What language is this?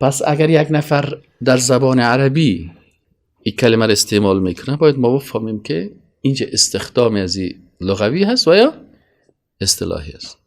Persian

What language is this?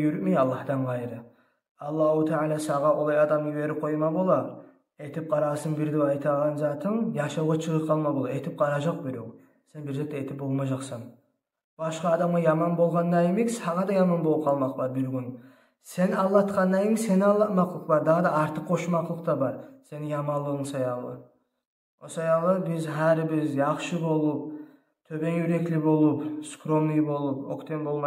Kumyk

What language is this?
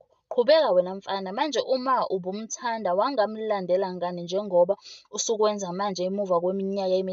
Zulu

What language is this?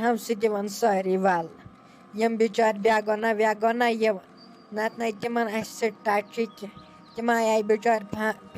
Kashmiri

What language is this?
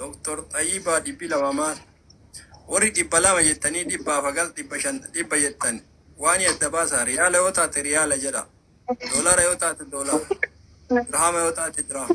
Oromo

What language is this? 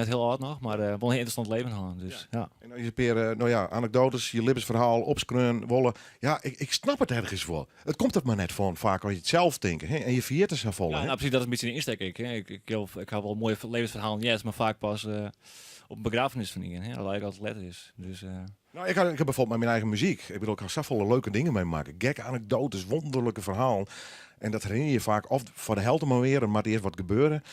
Western Frisian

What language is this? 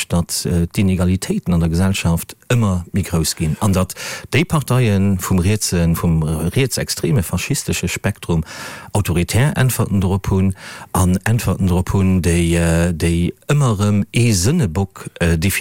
Luxembourgish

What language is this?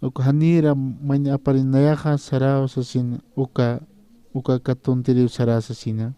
Aymara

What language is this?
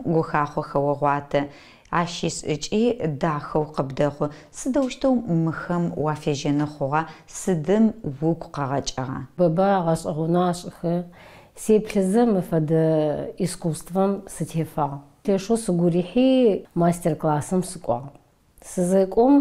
Adyghe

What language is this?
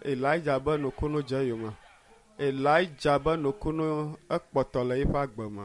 Ewe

